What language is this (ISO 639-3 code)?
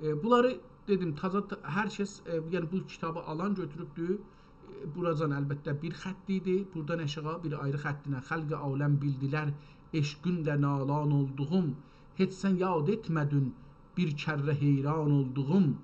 azb